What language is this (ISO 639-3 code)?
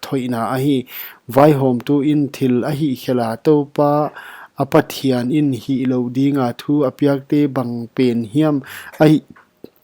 pck